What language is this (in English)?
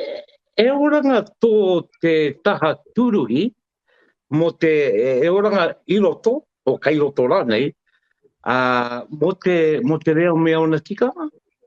Māori